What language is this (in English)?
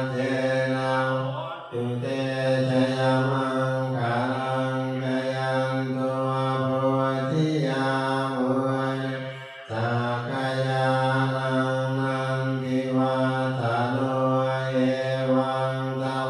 Pali